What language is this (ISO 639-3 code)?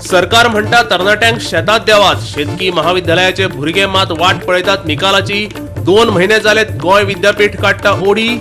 kok